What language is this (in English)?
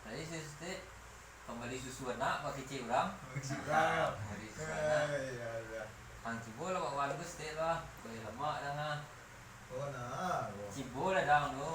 Minangkabau